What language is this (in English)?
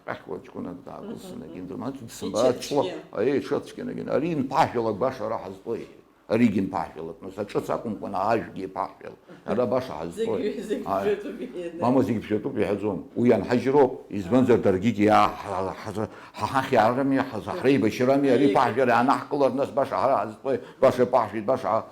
Abkhazian